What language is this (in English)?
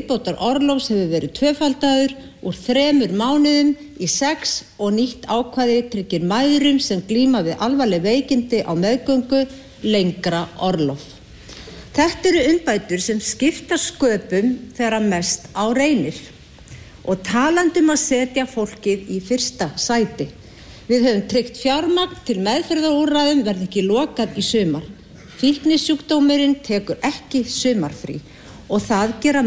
Icelandic